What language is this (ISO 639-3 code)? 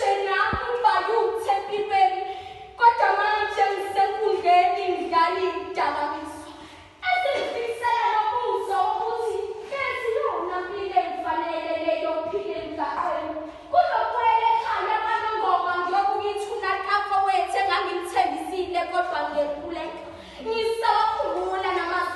zul